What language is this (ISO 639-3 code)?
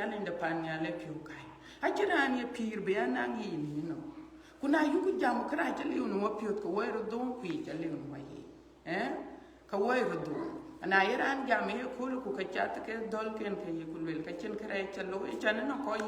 din